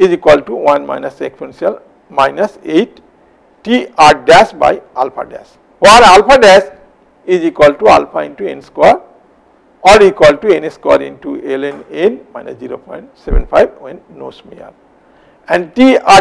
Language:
English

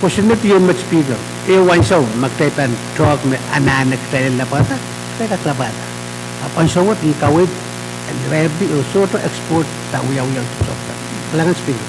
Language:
Pohnpeian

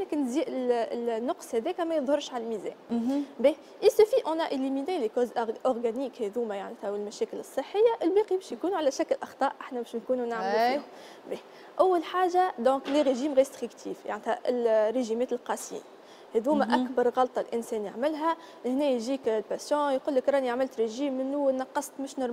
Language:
Tunisian Arabic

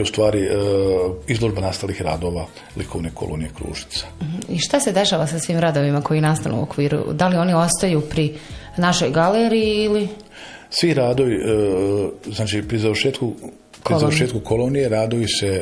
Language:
Bosnian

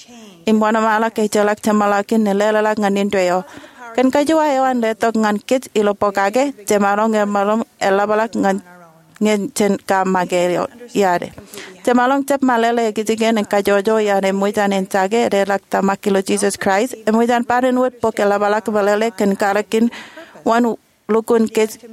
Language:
Marshallese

